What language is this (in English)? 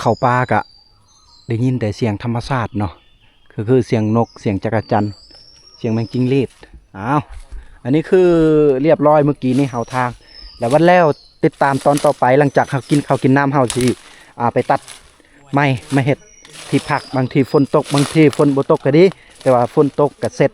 Lao